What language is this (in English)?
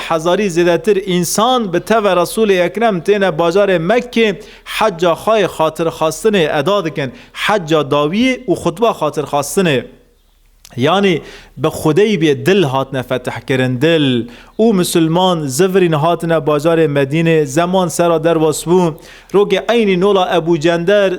Kurdish